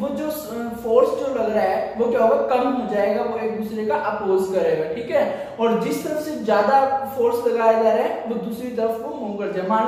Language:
Hindi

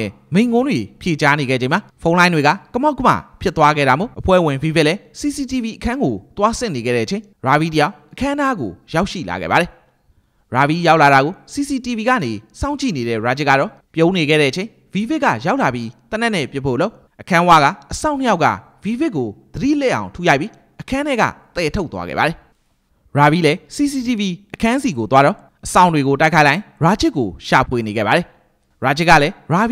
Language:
Burmese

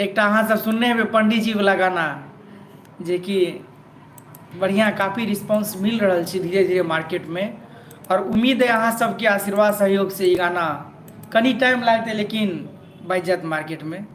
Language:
Maithili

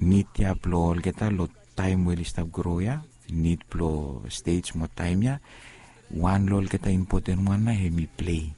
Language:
Bislama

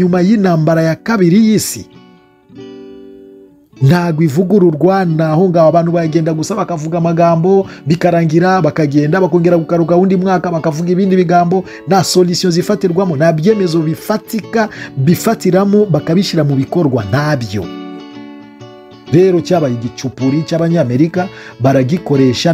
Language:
Kinyarwanda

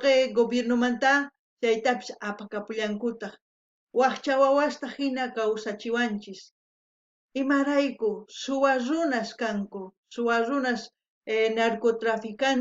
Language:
South Bolivian Quechua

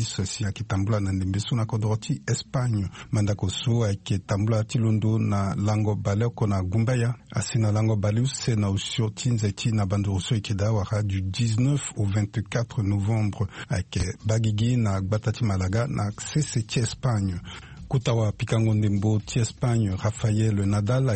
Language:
Sango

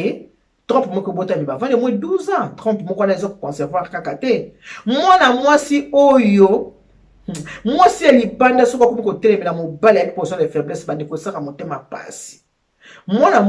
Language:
Lingala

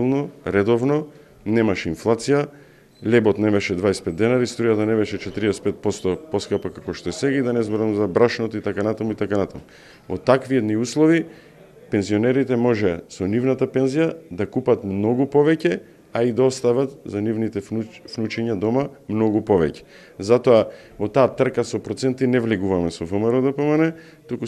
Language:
Macedonian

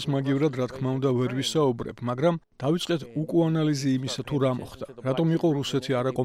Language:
Georgian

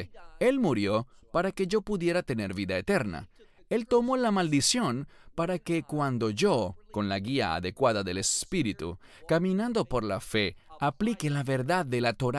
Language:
Spanish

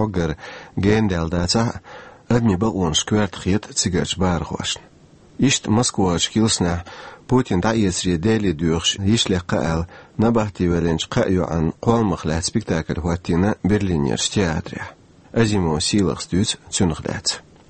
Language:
Chechen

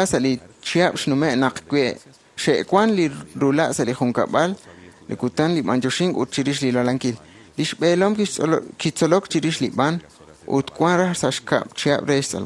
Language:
Kekchí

